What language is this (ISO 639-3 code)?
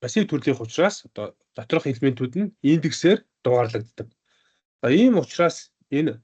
mon